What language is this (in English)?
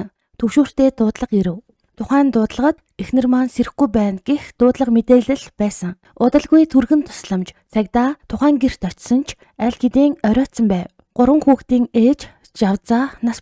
Mongolian